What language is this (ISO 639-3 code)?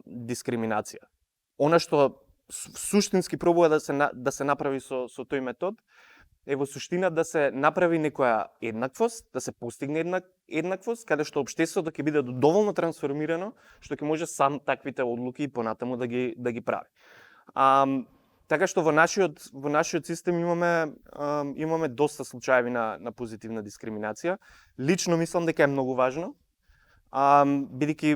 mkd